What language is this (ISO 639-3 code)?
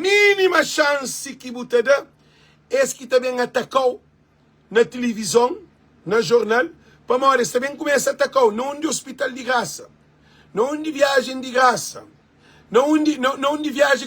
kea